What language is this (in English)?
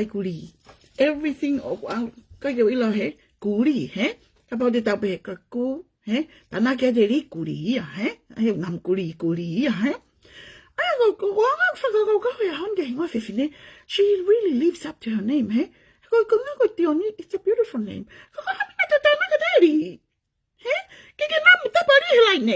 Tongan